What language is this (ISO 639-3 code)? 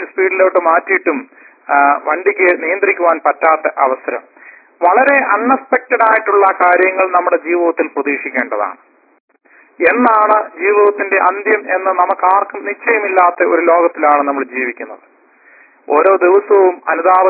mal